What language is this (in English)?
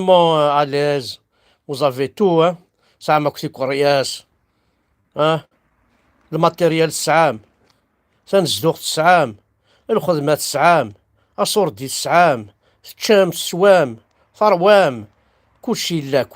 Kabyle